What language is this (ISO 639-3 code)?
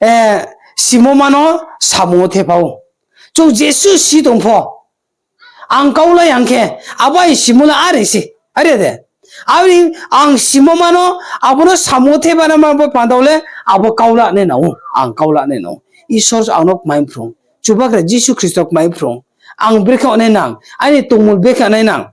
ria